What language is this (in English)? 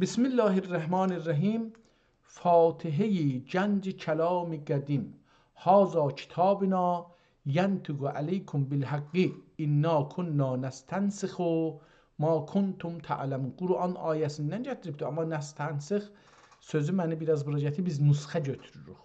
South Azerbaijani